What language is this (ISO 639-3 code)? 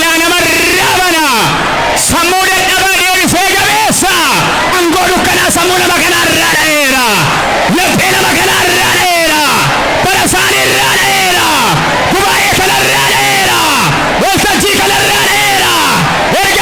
orm